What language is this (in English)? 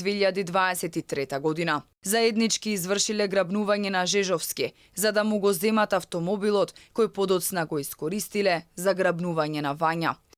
Macedonian